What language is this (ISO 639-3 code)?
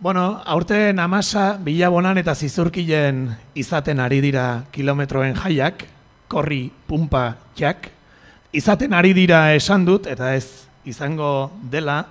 eus